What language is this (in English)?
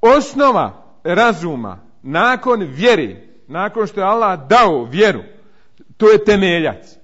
Bosnian